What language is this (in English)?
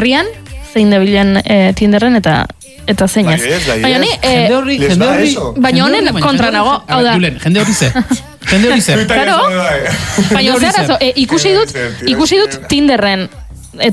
Basque